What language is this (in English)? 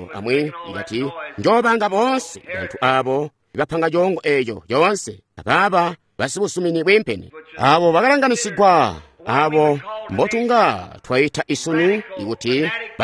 Tonga (Zambia)